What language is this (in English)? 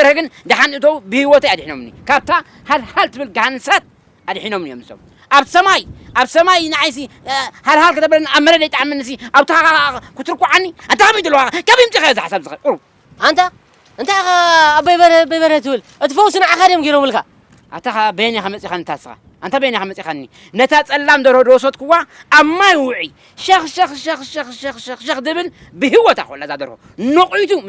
Tigrinya